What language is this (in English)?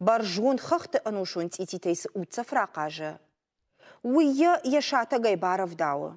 Ossetic